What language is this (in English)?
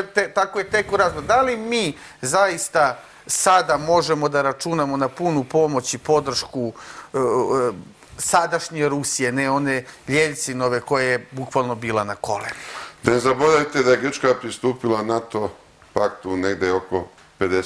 Serbian